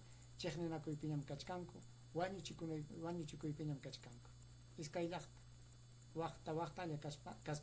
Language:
Ayacucho Quechua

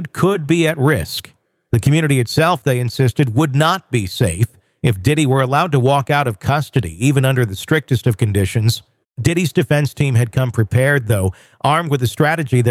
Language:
English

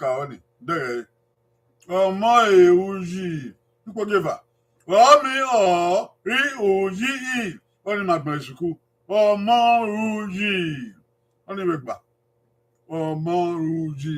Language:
Bini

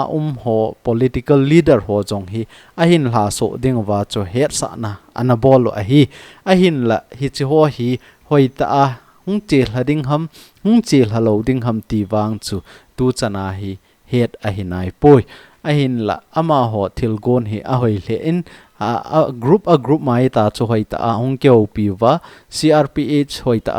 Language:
Thado Chin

